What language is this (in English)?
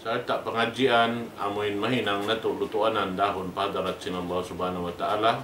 Tausug